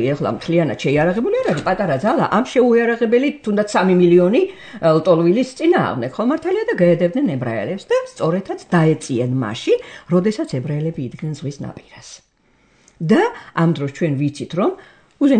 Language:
Georgian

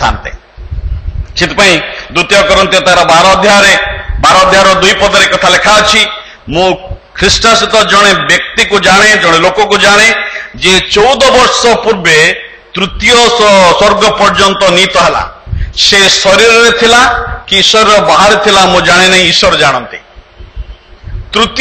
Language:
Odia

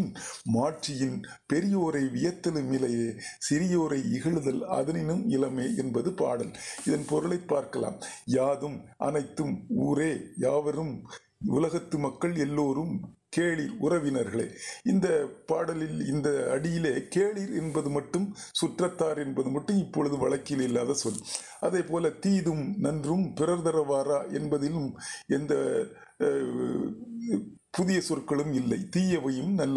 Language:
Tamil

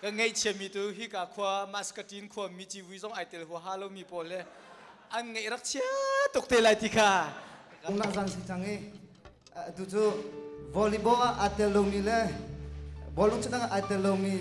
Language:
Hakha Chin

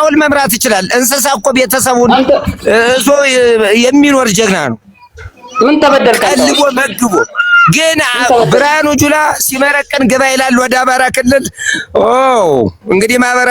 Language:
Amharic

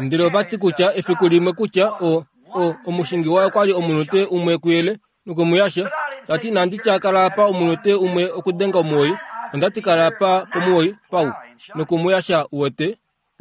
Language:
Kuanyama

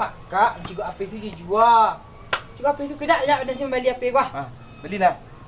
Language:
Minangkabau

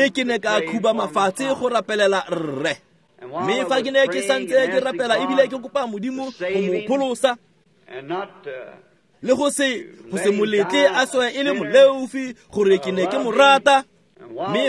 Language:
Tswana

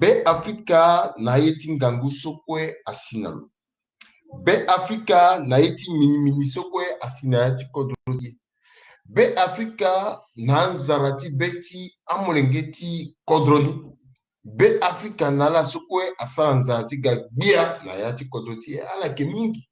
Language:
Sango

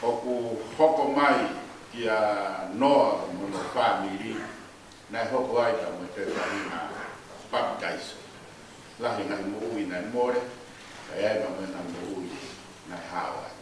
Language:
Tongan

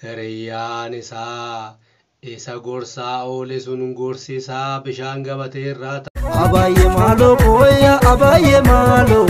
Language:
Oromo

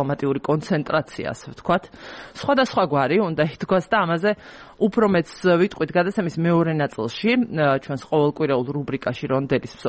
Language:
Georgian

